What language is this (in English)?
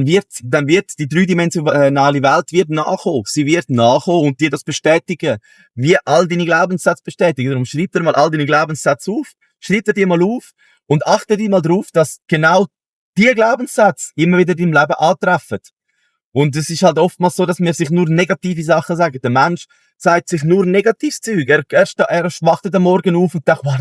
Swiss German